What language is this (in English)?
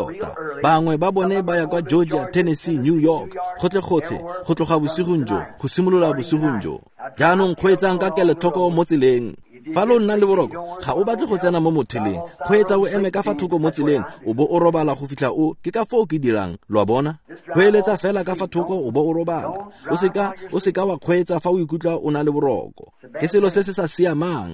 Tswana